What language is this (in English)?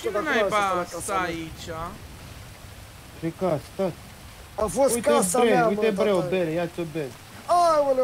Romanian